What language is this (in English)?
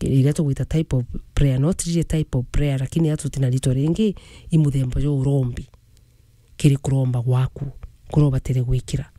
Meru